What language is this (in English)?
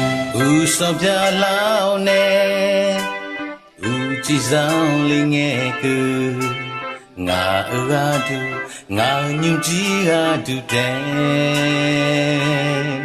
Akha